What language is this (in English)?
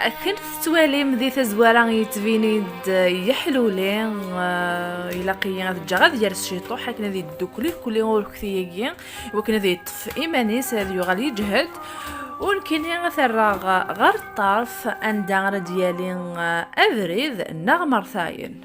Kabyle